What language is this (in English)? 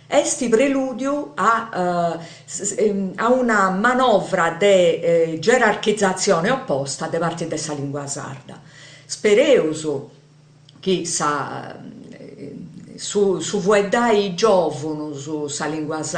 Sardinian